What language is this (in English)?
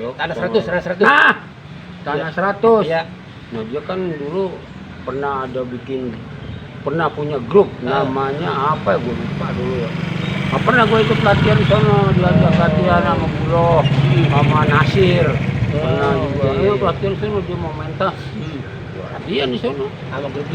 Betawi